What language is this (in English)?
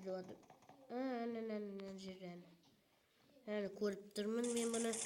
Kazakh